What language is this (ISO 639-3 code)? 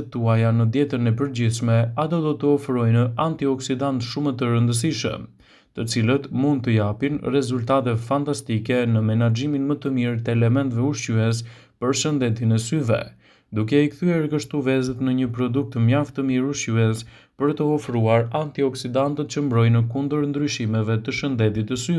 sqi